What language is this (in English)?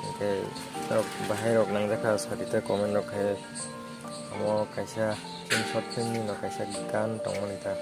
Kok Borok